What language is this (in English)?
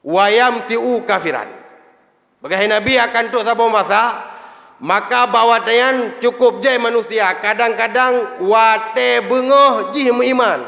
Achinese